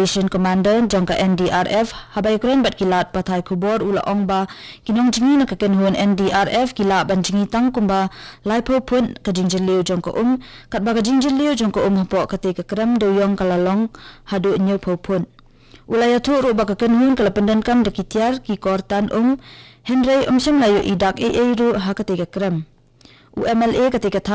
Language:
Khasi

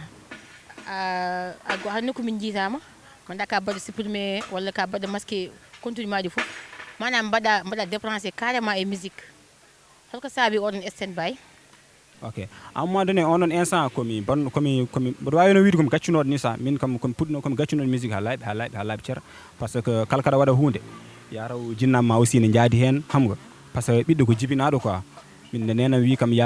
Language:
Fula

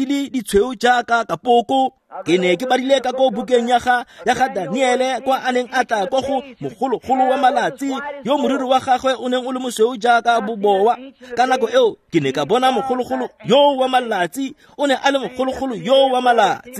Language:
Tswana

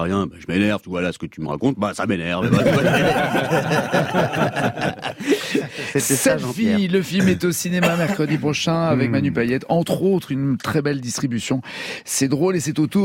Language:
French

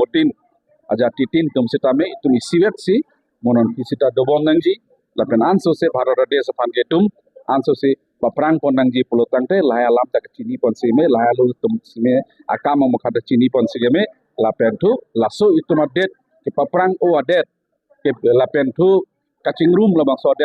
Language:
Karbi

